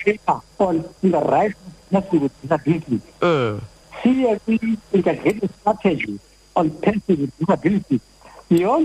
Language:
Xhosa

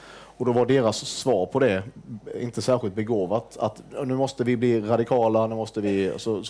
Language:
Swedish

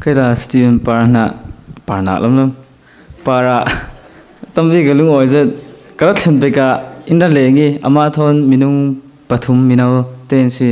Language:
Falam Chin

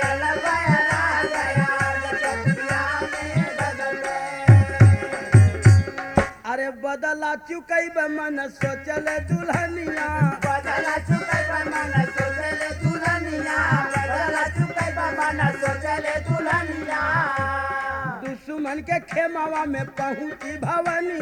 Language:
Bhojpuri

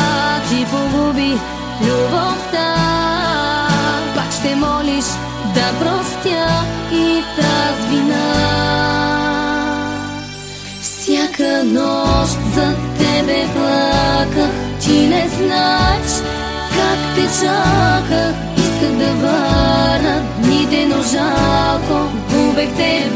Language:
Bulgarian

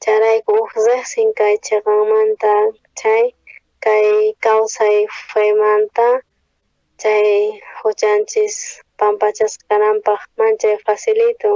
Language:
South Bolivian Quechua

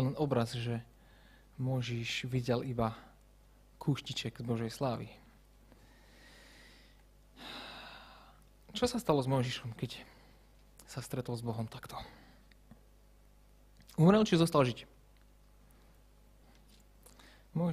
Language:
Slovak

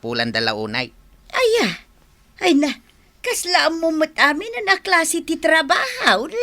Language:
Iloko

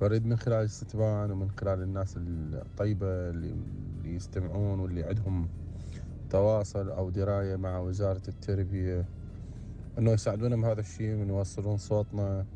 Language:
Mesopotamian Arabic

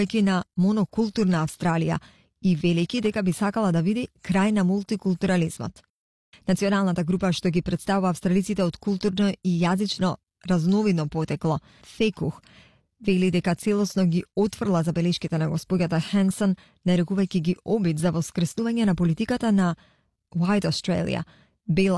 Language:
Macedonian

